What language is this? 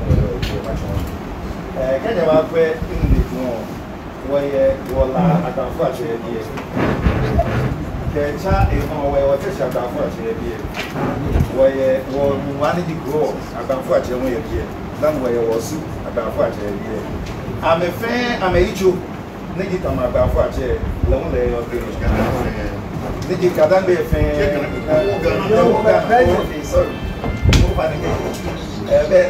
English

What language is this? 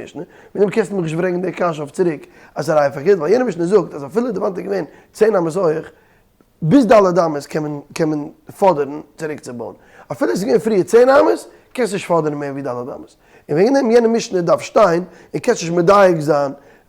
Yiddish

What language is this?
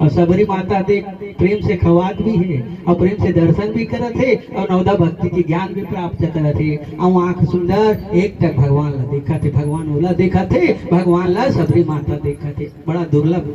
Chhattisgarhi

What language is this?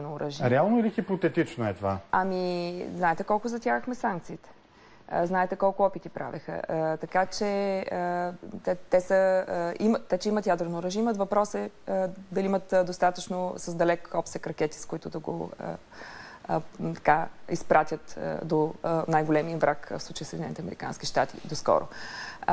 Bulgarian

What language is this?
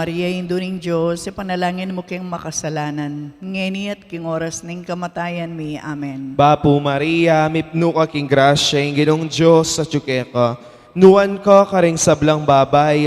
Pampanga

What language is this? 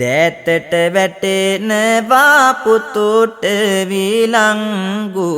Sinhala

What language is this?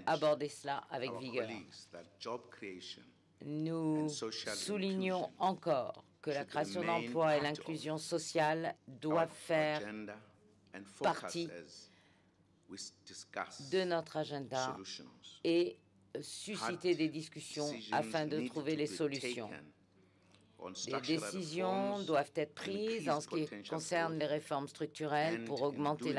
French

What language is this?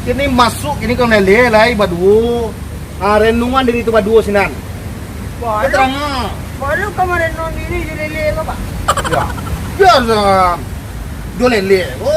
Minangkabau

